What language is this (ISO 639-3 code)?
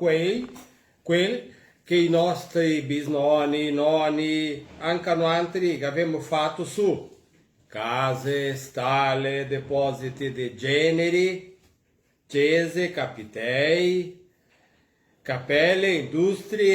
vec